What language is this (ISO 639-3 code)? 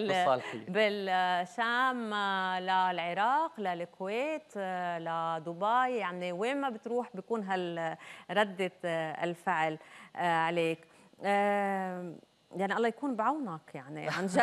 apc